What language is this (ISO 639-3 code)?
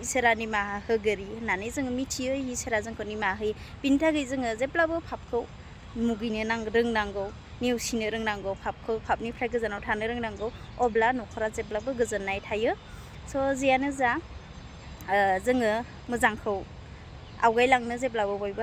brx